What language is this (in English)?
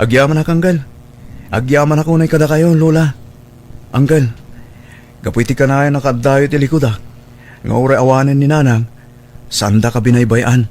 Iloko